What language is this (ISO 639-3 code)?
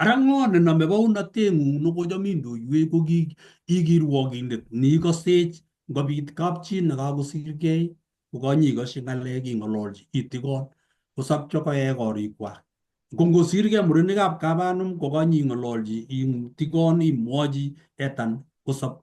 kln